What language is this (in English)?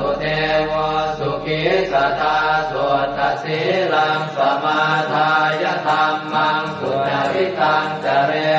Pali